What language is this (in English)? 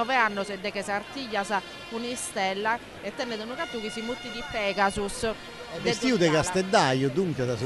Sardinian